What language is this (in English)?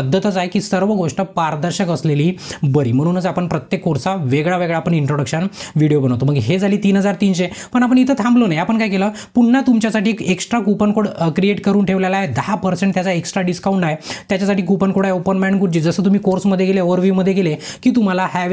Marathi